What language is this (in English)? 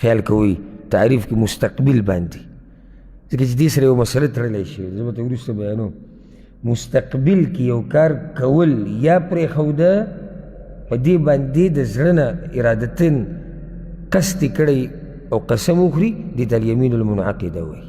Pashto